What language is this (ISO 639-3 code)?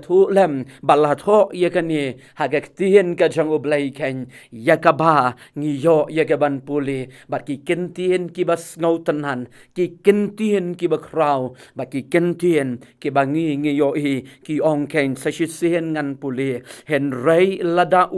kha